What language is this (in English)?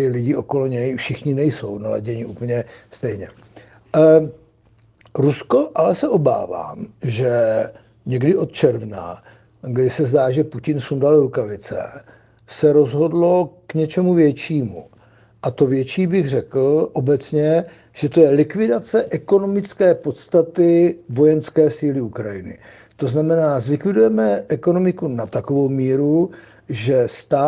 Czech